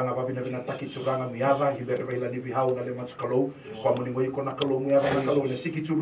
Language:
Fijian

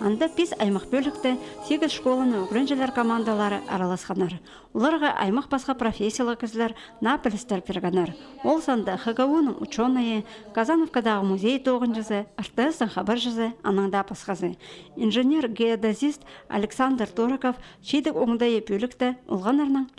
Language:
Khakas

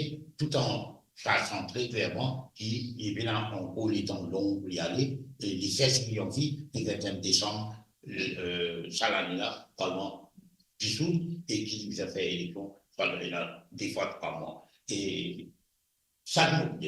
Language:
Morisyen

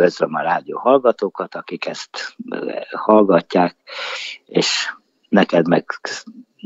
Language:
Hungarian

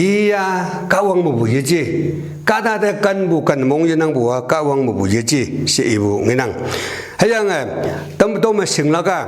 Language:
Konyak Naga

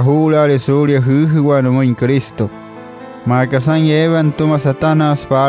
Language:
Wayuu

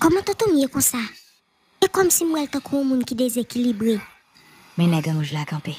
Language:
Haitian Creole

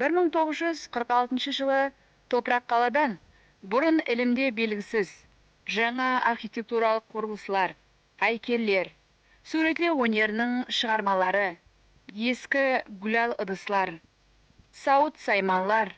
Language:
Kara-Kalpak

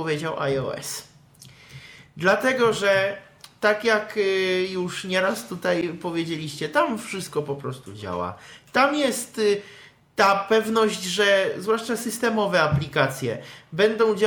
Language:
Polish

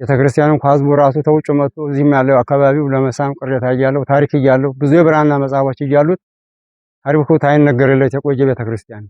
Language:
Amharic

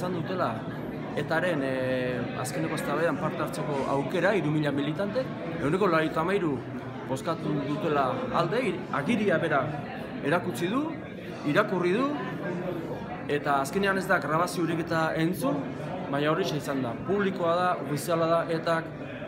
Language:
Basque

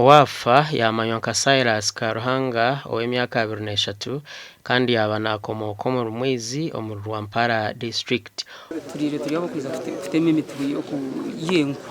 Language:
Nyankole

